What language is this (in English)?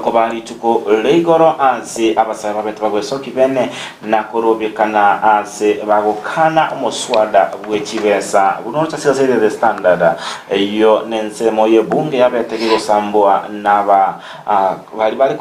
Gusii